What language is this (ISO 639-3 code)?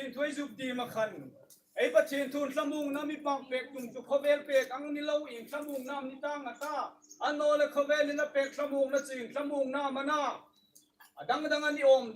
hmr